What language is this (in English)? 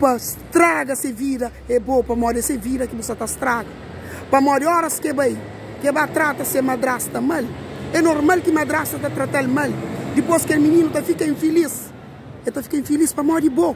Kabuverdianu